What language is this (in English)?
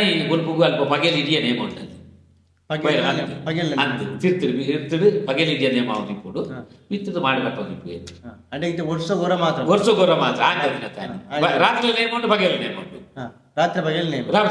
Tulu